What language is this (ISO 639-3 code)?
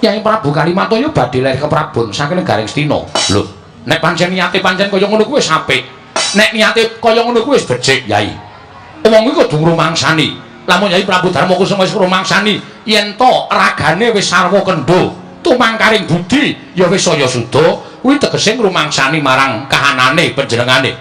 jav